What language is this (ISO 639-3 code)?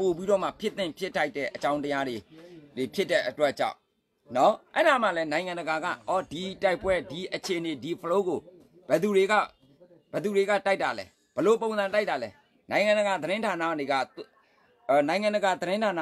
mya